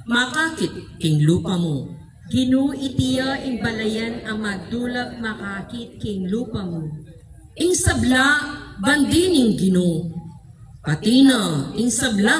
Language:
Pampanga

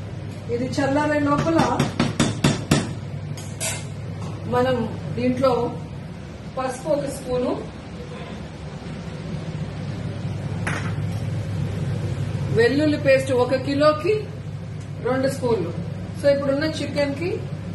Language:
Telugu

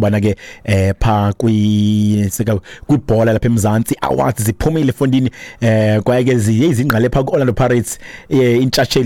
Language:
Xhosa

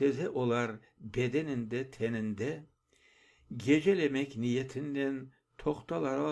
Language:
Crimean Tatar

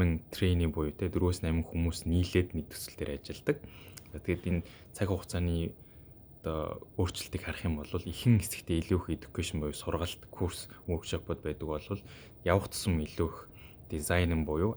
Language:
Mongolian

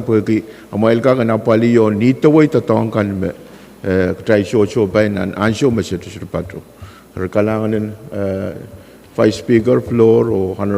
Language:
Pohnpeian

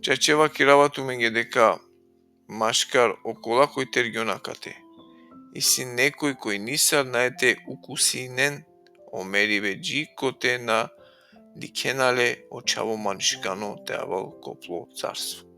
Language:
Balkan Romani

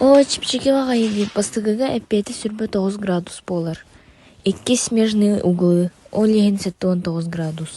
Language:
Yakut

